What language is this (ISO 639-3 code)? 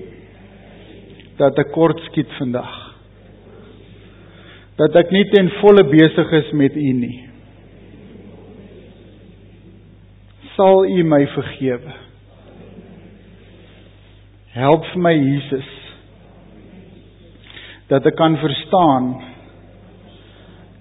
afr